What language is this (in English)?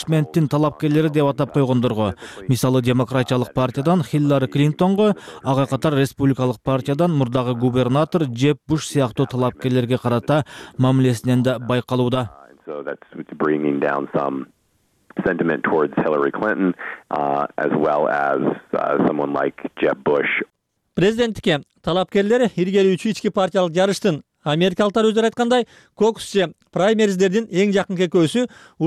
Kyrgyz